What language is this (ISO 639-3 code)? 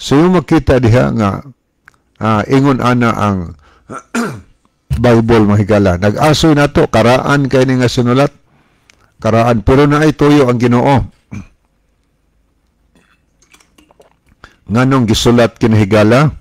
ceb